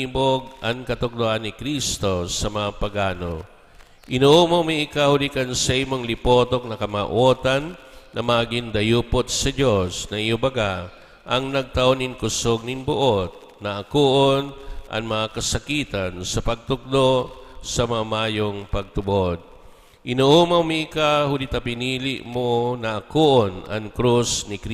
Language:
Bikol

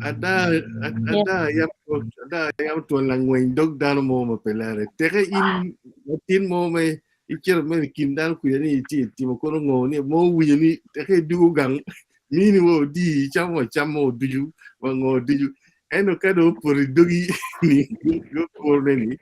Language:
Acoli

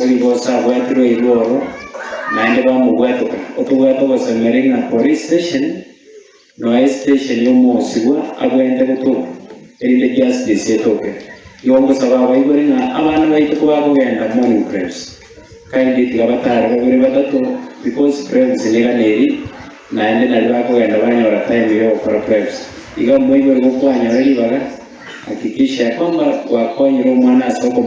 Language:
Gusii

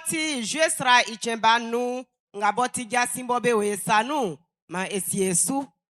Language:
Baoulé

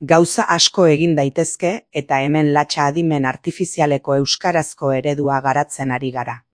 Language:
Basque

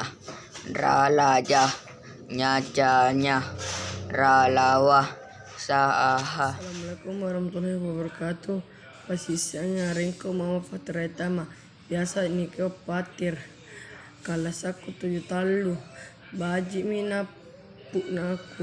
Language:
Makasar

